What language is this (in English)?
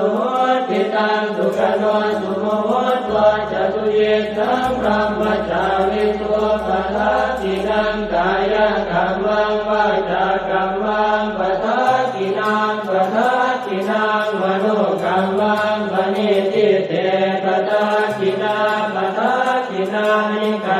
Pali